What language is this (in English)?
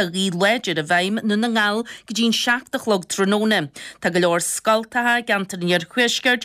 Irish